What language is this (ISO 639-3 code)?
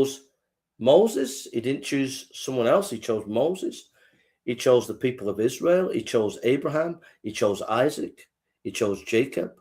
eng